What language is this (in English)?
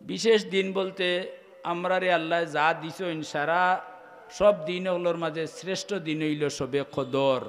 Sylheti